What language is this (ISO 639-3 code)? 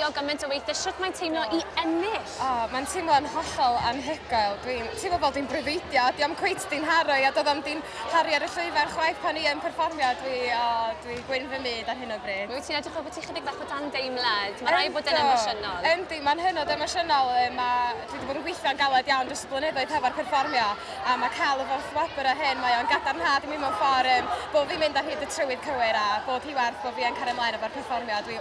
cym